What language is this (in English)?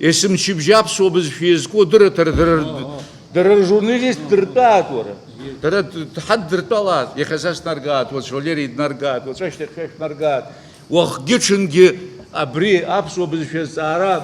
Abkhazian